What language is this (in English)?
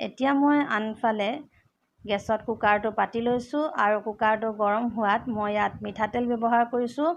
Assamese